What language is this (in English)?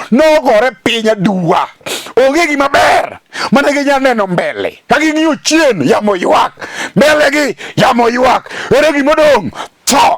Luo (Kenya and Tanzania)